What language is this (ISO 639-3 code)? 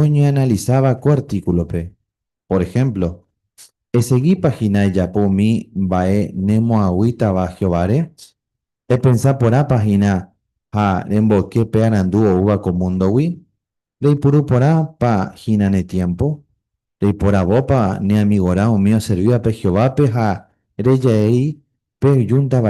grn